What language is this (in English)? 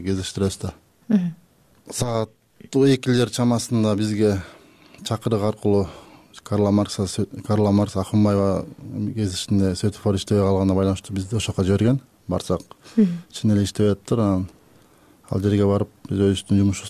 Kyrgyz